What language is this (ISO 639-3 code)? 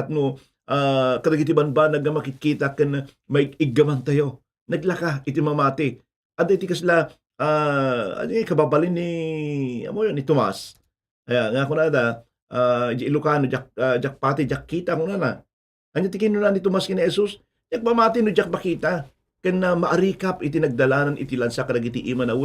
ilo